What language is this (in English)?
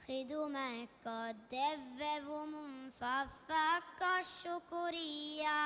Divehi